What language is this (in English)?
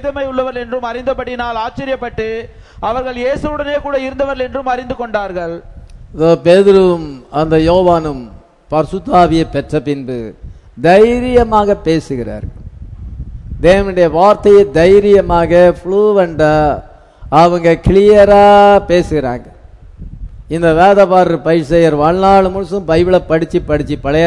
Tamil